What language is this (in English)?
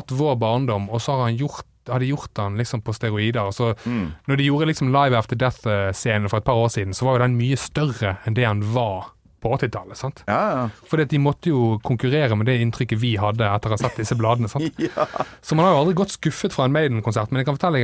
Norwegian